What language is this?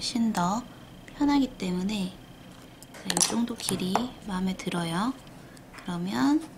Korean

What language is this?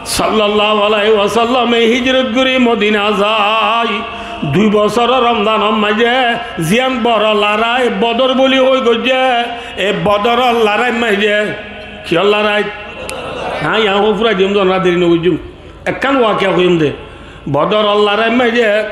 Rohingya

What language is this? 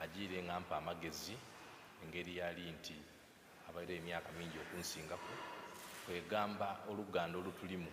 Soga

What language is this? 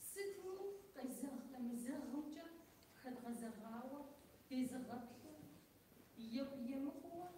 Kabardian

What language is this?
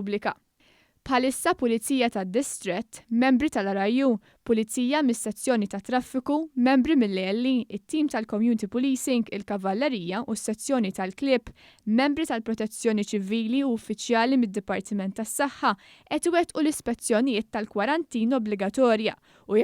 Maltese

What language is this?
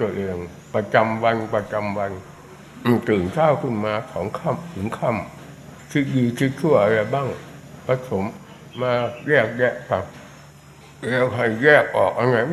Thai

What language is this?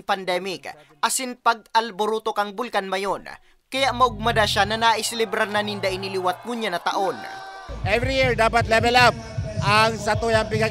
Bikol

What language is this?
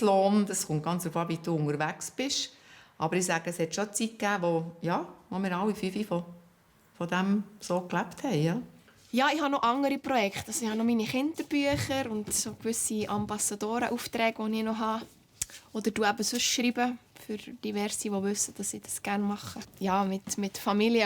Swiss German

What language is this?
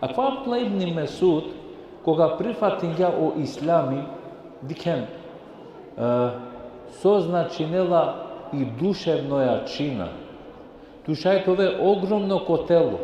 Balkan Romani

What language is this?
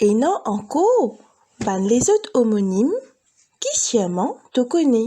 Morisyen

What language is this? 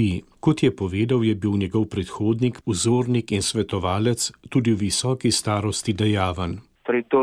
Slovenian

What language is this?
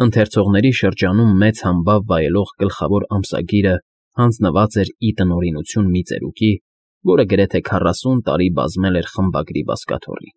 Armenian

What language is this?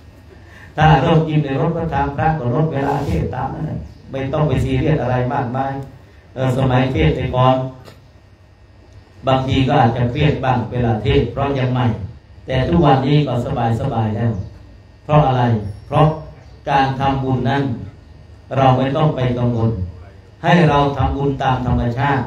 Thai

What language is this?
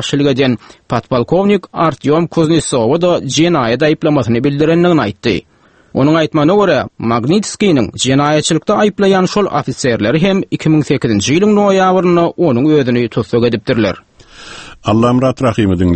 Turkmen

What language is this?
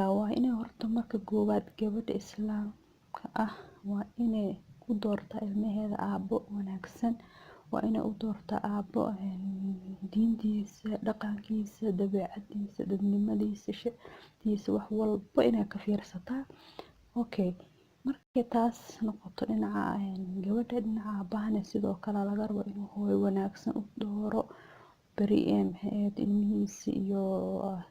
Somali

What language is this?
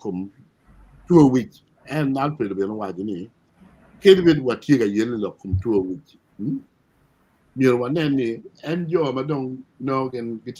Acoli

